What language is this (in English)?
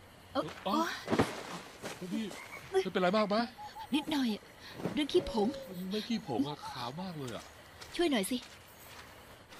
Thai